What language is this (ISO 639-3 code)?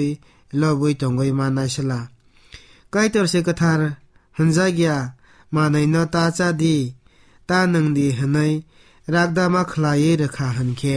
trp